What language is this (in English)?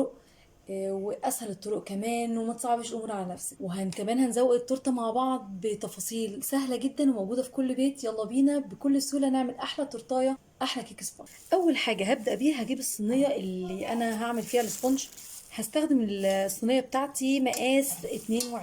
Egyptian Arabic